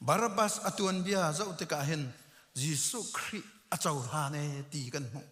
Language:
Hakha Chin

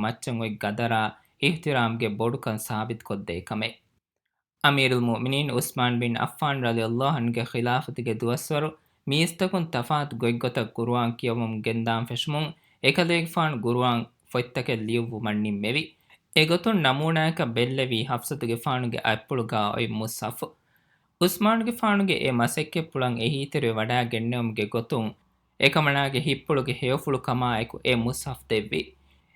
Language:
Divehi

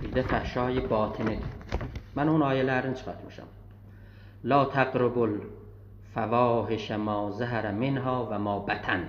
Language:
South Azerbaijani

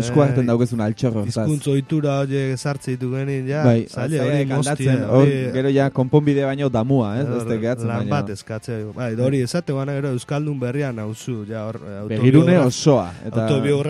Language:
Basque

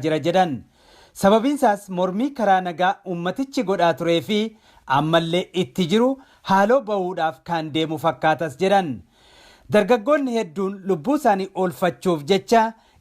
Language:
Oromo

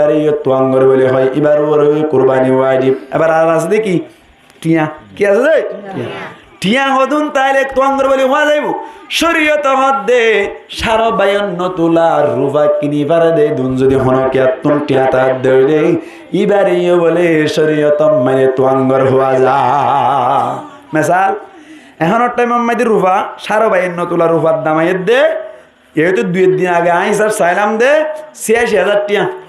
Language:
Rohingya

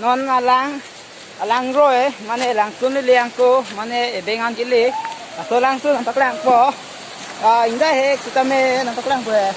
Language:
Karbi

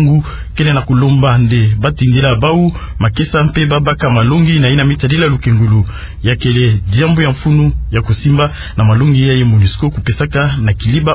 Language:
Kituba (Democratic Republic of Congo)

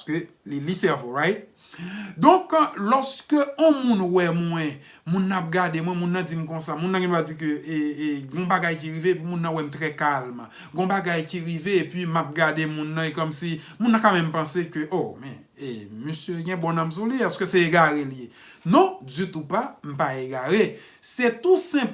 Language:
Haitian Creole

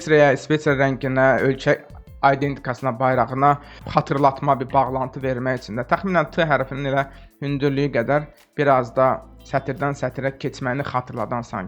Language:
Azerbaijani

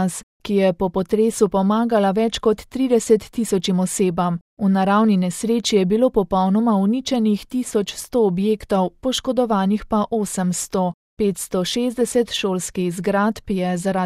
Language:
Slovenian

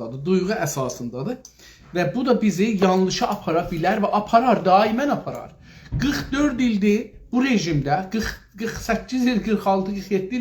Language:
South Azerbaijani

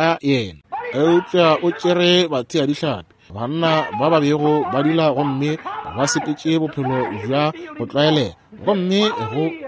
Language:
Northern Sotho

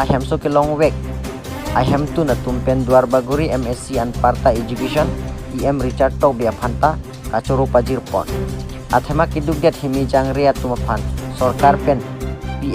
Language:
Karbi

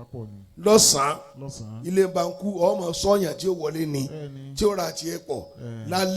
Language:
Yoruba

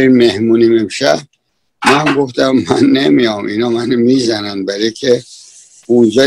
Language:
Persian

